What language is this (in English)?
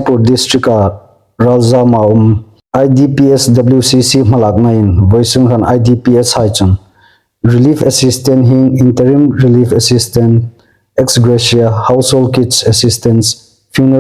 Hmar